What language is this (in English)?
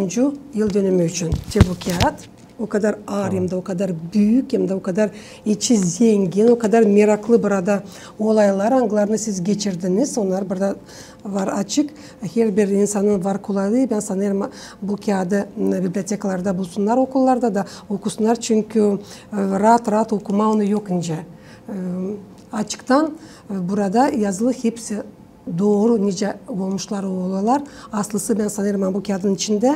Gagauz